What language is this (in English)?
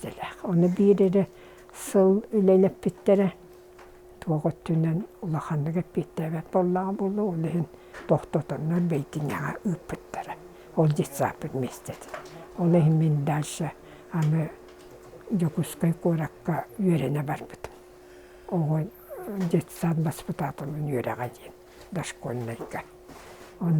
Yakut